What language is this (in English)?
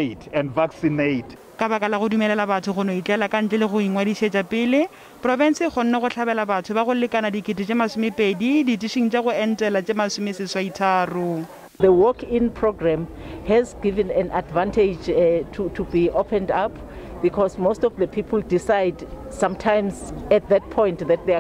Northern Sotho